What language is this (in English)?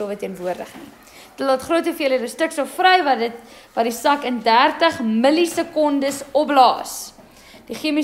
Afrikaans